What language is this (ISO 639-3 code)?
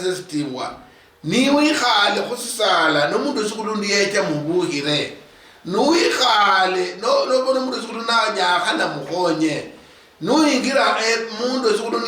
luy